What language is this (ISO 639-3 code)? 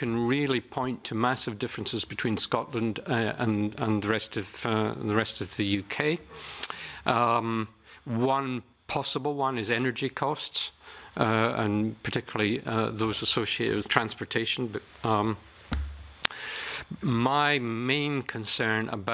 eng